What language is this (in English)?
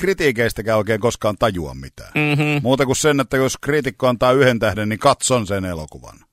Finnish